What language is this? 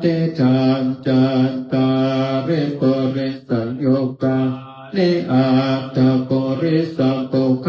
Pali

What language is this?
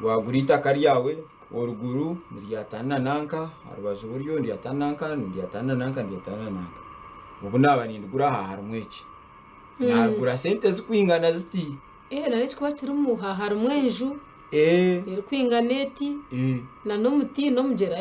Nyankole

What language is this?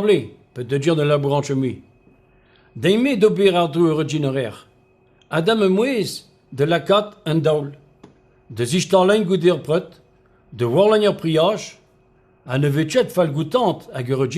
Breton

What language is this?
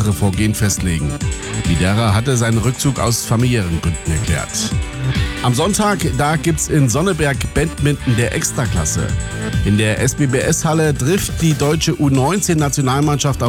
German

